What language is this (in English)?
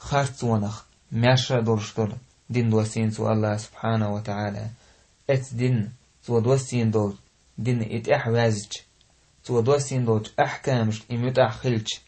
Chechen